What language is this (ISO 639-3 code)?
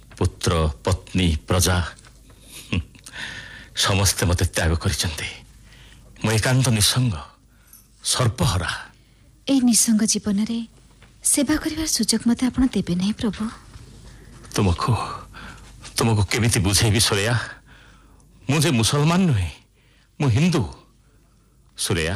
ori